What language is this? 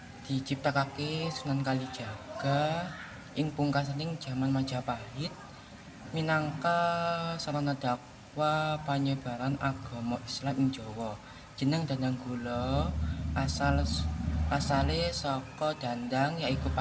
Javanese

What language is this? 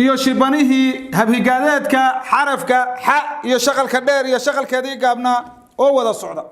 Somali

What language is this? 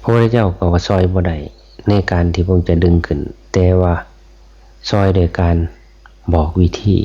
Northeastern Thai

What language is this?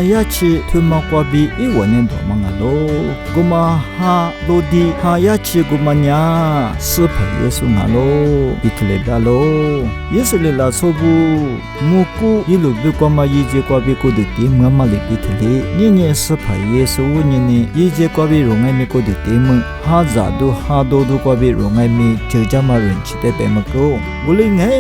Lisu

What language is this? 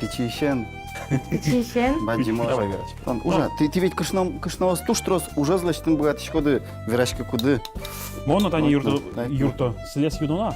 Udmurt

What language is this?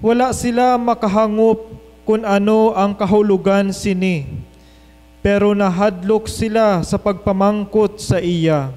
Hiligaynon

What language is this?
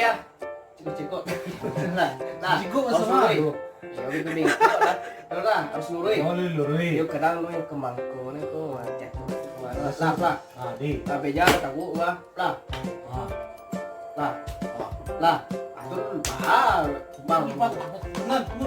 Minangkabau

